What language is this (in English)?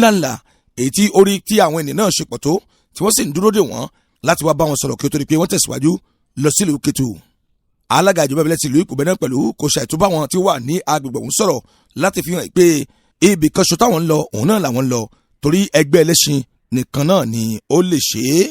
Yoruba